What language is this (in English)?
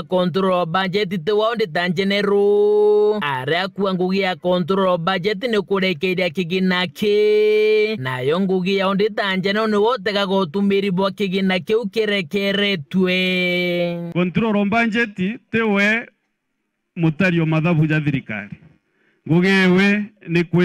Meru